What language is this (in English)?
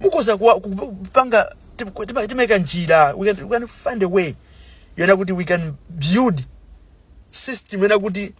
Nyanja